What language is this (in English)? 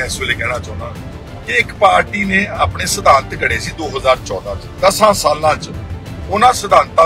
Punjabi